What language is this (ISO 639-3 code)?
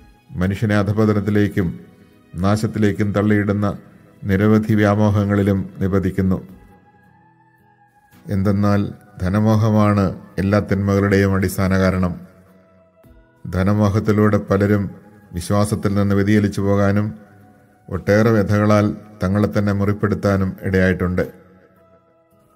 mal